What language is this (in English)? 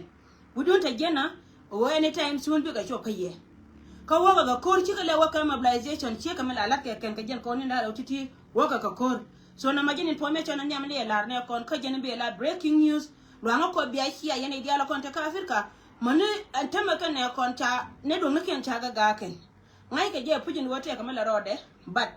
Nuer